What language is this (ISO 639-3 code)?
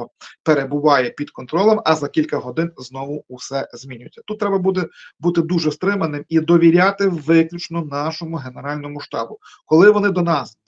ukr